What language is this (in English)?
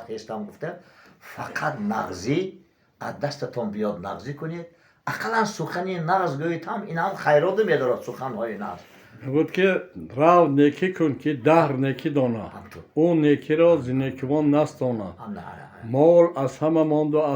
Tajik